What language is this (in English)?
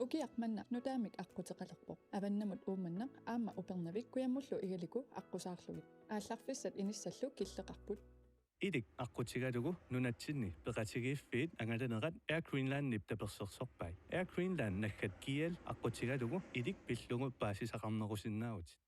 Kalaallisut